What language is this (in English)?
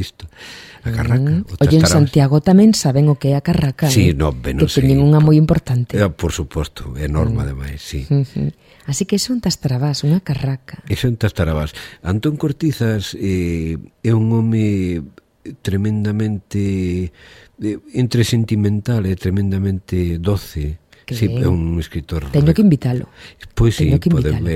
Galician